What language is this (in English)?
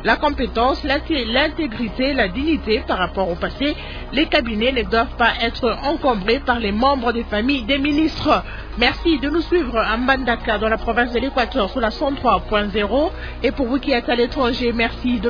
French